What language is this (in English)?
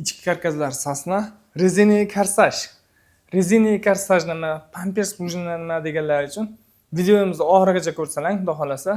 Uzbek